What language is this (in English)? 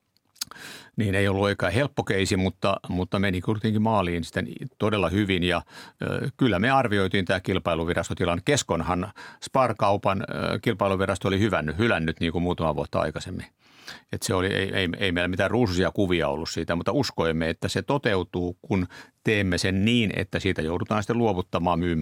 Finnish